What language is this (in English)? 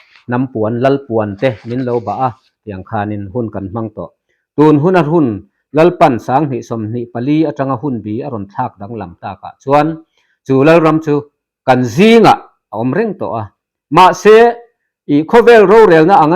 Mizo